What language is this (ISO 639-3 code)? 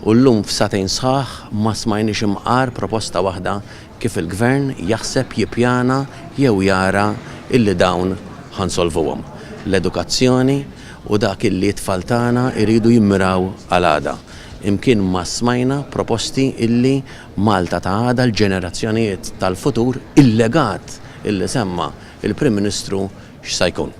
mlt